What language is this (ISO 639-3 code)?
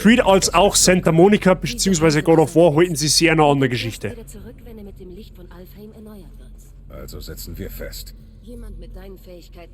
bar